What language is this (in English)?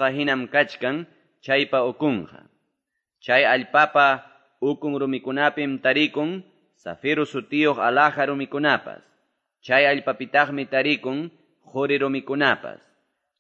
Quechua